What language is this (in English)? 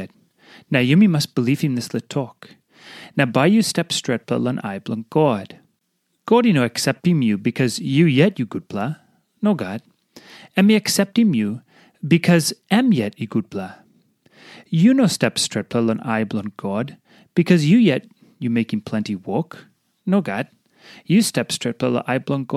Tok Pisin